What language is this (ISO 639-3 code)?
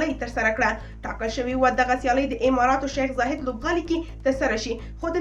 pus